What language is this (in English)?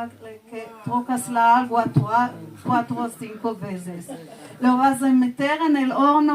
Ladino